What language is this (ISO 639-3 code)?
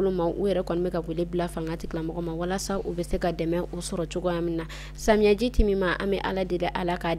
bam